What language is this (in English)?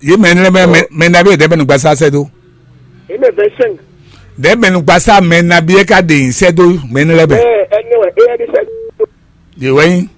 Fon